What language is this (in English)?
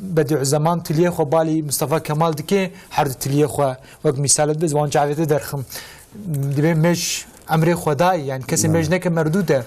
Kurdish